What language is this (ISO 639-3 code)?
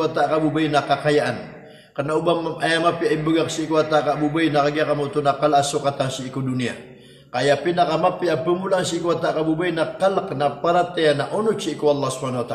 mrw